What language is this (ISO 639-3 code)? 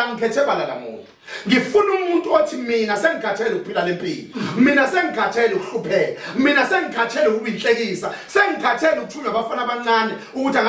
zul